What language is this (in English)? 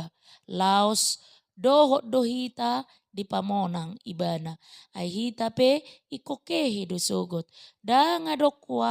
Batak Toba